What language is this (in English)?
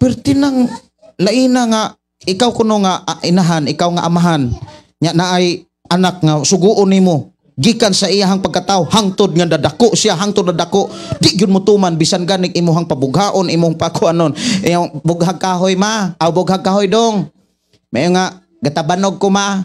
Cebuano